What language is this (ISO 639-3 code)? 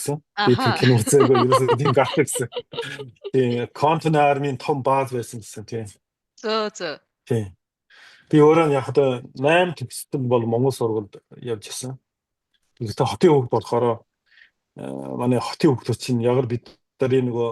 mon